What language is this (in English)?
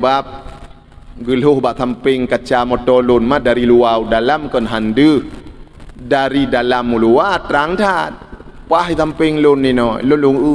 Achinese